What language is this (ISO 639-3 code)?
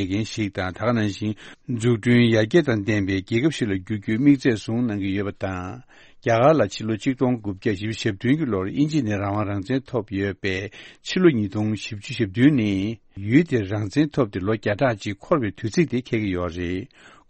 bod